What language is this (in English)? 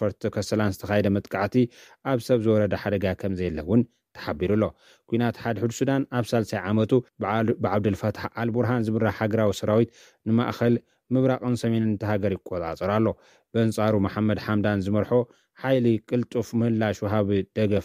Tigrinya